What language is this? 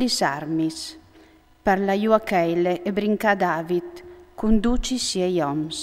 Friulian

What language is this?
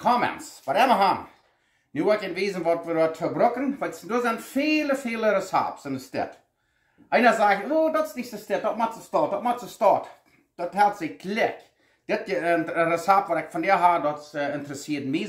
Plautdietsch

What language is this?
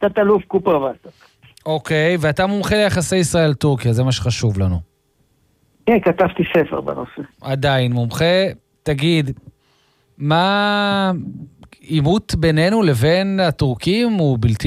Hebrew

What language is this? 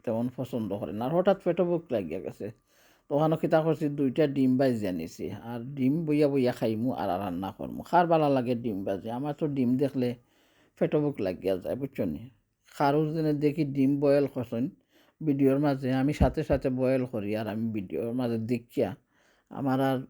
Sylheti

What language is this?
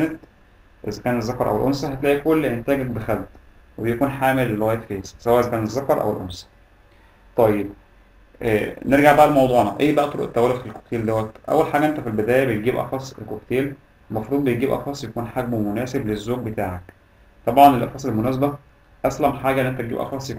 Egyptian Arabic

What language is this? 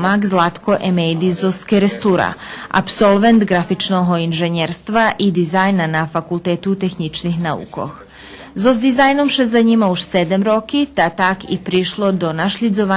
Rusyn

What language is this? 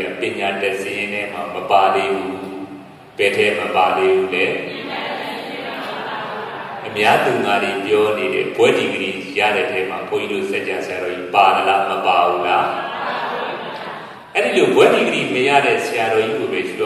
Burmese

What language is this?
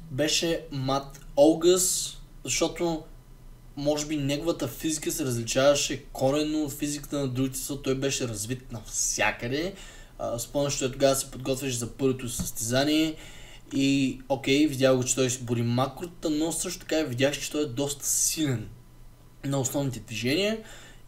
Bulgarian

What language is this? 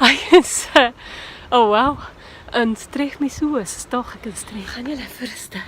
Scottish Gaelic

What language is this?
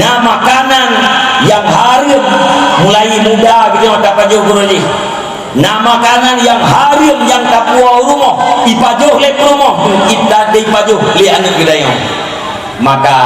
Achinese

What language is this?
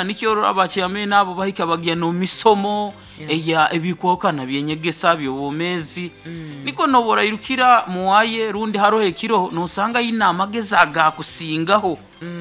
Nyoro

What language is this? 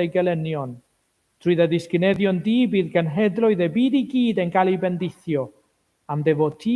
Welsh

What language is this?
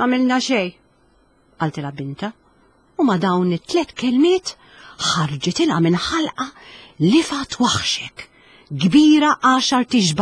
Maltese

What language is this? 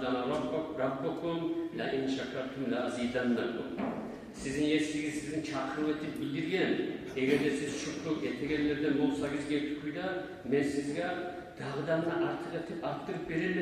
Kumyk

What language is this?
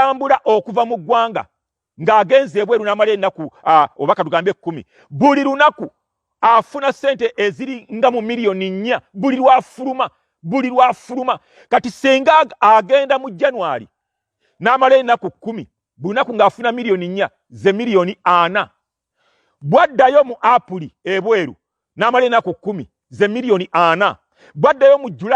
Ganda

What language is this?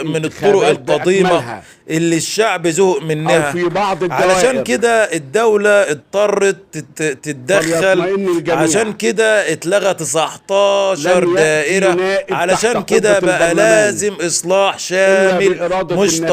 Egyptian Arabic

